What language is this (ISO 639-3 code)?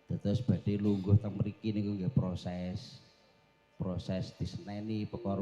jav